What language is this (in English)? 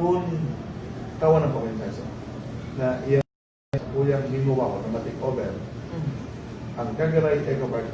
Bikol